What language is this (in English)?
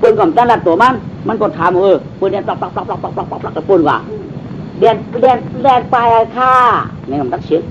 Shan